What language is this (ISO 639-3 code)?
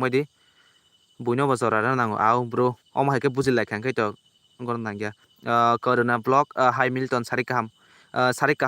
trp